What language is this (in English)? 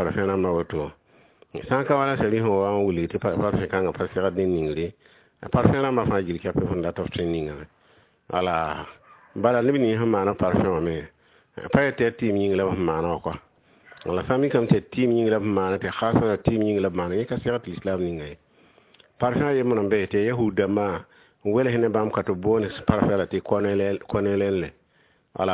Mossi